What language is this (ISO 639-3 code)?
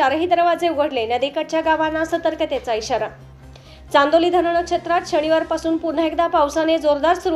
mar